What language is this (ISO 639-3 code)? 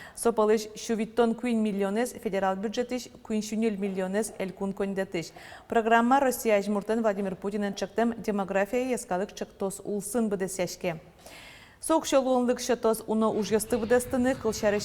udm